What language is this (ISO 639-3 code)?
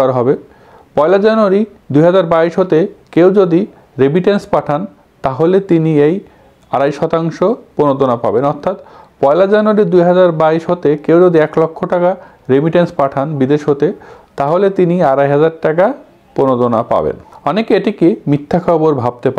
ben